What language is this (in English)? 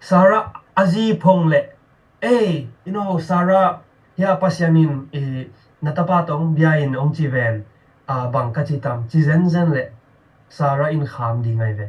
Tedim Chin